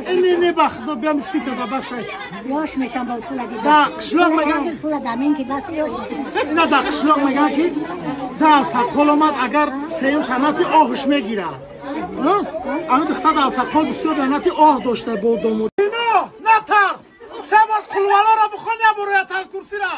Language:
Tajik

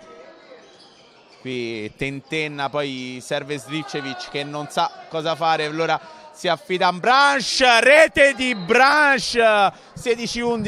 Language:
Italian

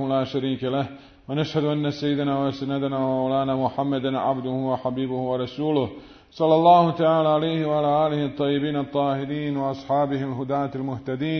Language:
Bosnian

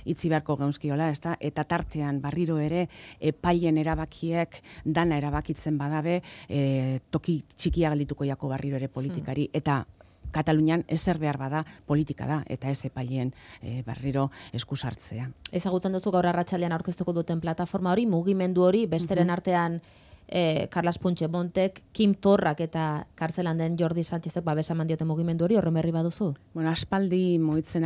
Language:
Basque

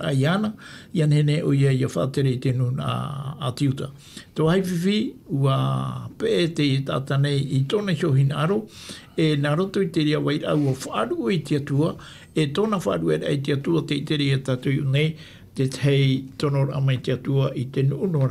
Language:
Tahitian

